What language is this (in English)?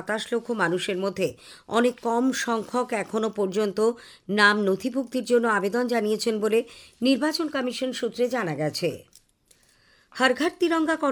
Bangla